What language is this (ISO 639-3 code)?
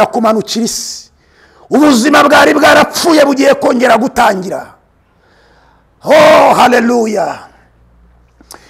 kin